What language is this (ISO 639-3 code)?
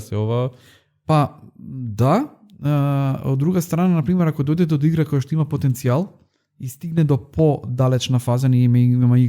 mkd